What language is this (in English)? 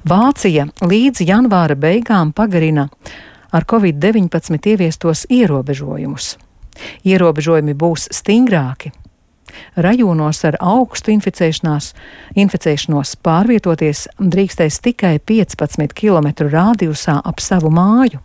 Latvian